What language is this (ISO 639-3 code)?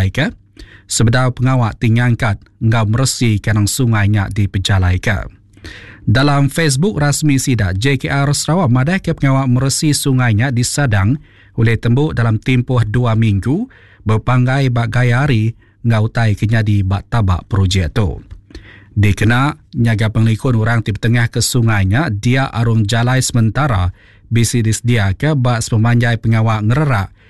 iba